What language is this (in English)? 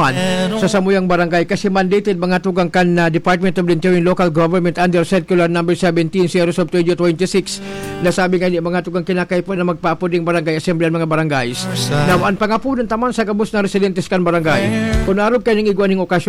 Bikol